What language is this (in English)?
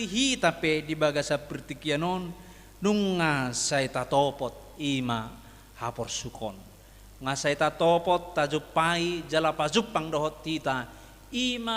Batak Toba